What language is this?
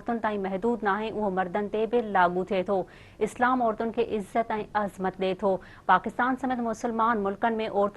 Sindhi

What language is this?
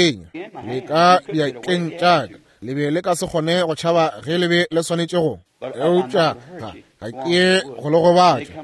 Northern Sotho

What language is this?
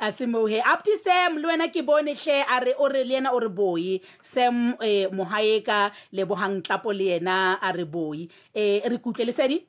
Southern Sotho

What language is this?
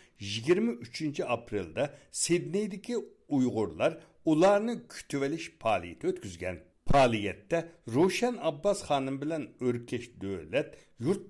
Uyghur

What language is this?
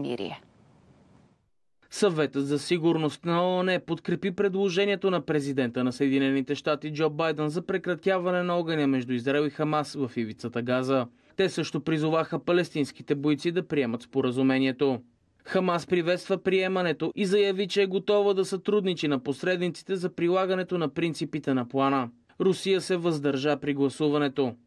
Bulgarian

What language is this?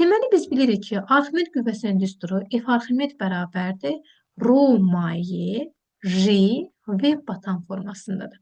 Azerbaijani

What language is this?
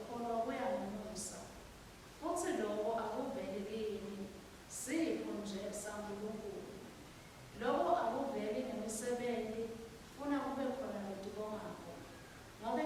Swati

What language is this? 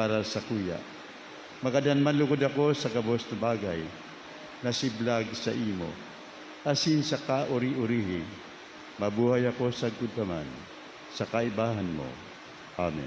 Bikol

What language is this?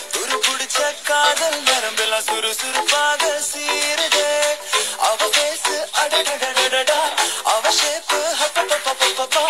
Tamil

